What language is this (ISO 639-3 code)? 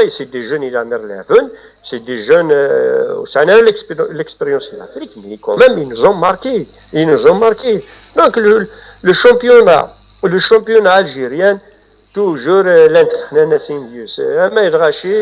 kab